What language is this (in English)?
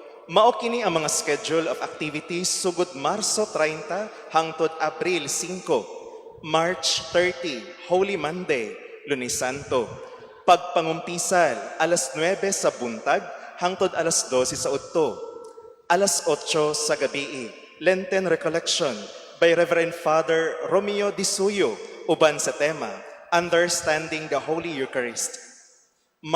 Cebuano